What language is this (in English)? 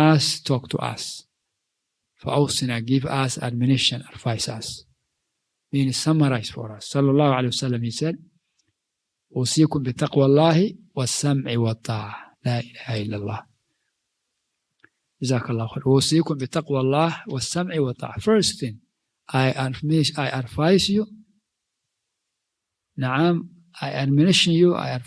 English